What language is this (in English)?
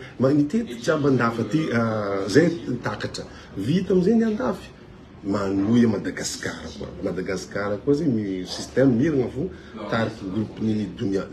Malagasy